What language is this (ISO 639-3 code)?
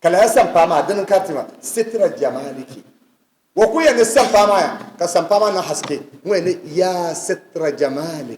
dag